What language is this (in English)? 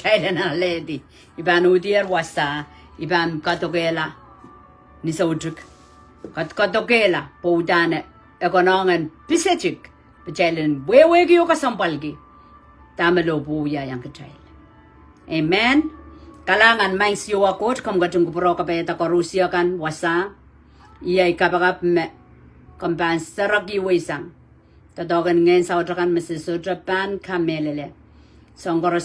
Pohnpeian